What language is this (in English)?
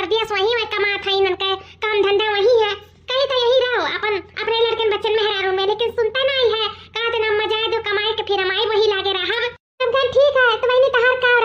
Awadhi